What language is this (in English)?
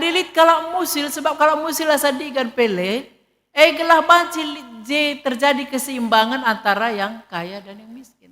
Batak Karo